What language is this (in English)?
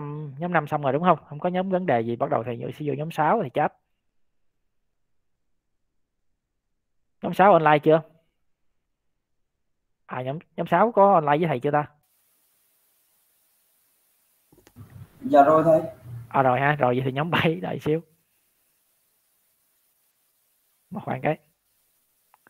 Vietnamese